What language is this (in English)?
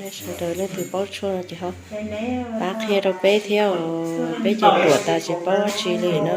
Hmong